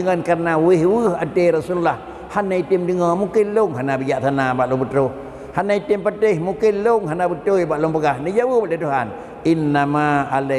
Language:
Achinese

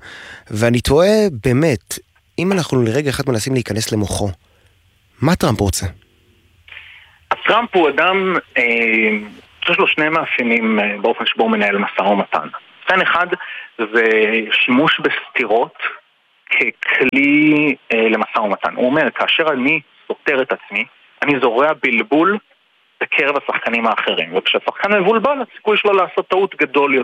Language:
Hebrew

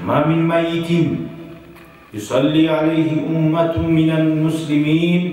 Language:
Kumyk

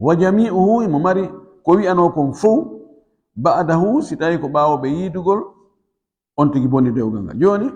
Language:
Fula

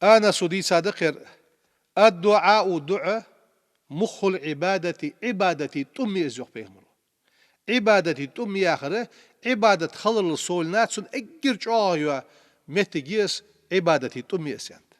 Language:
Ingush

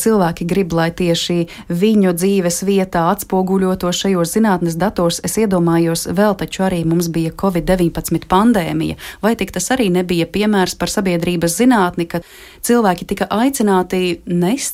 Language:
Latvian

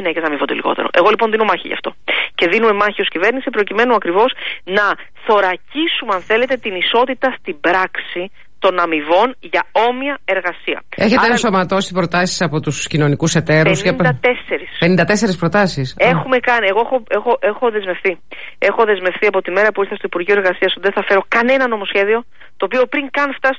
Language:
Greek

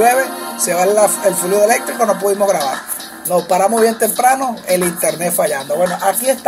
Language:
Spanish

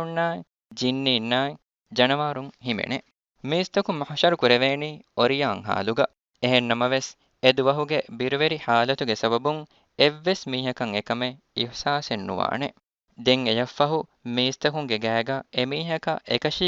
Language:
Divehi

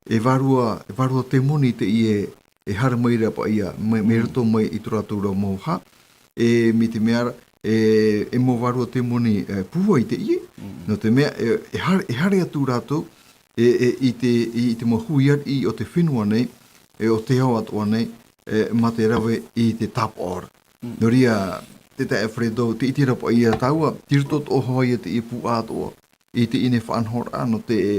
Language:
Tahitian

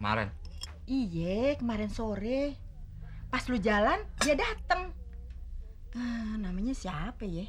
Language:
Betawi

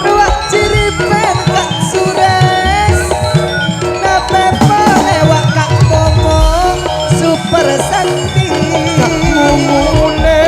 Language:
Madurese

